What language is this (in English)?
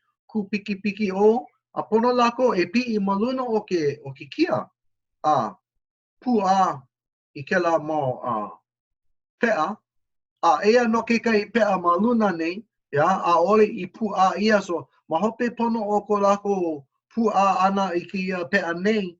Hawaiian